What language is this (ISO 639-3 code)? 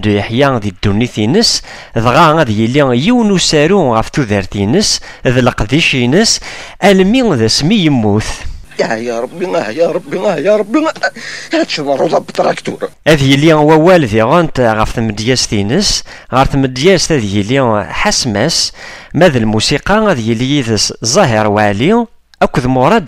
kab